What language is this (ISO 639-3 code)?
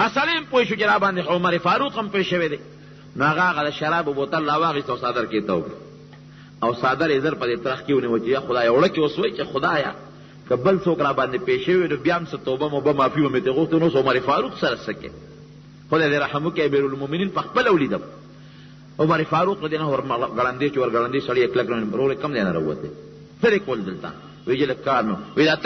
pus